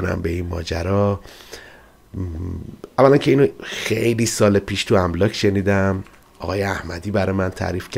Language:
Persian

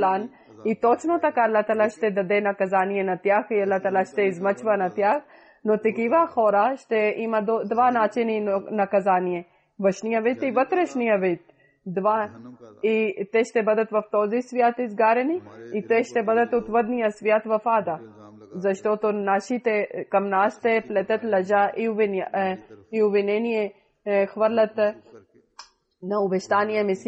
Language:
Bulgarian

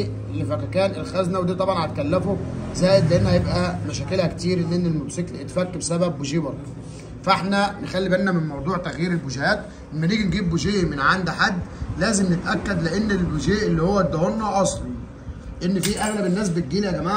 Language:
Egyptian Arabic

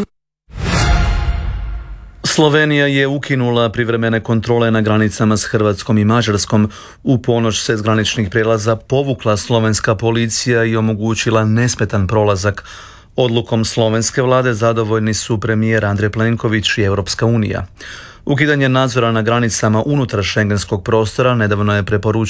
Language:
Croatian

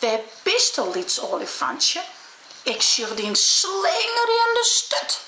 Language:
Western Frisian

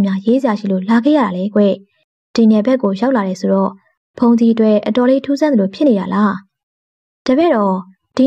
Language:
Burmese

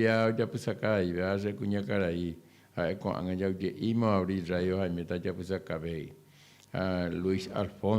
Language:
Guarani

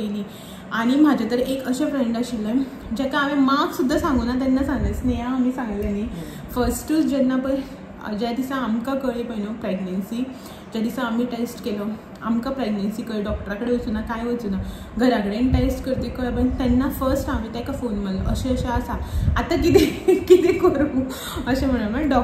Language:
Konkani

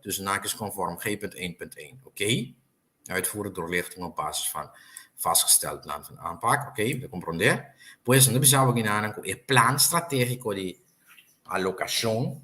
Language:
Papiamento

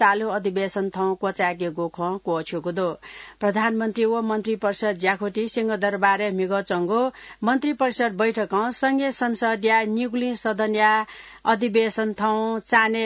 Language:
Newari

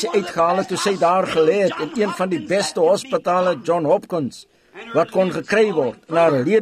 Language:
Afrikaans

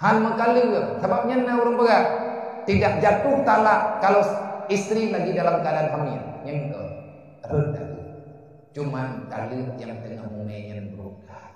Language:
Achinese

